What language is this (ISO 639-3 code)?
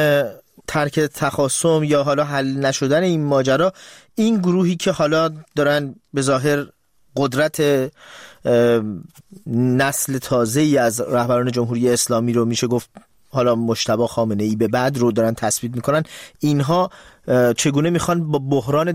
fas